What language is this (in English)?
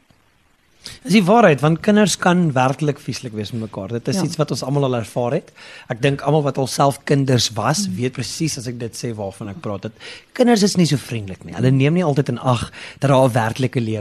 Afrikaans